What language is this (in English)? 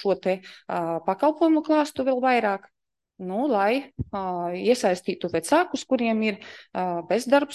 Latvian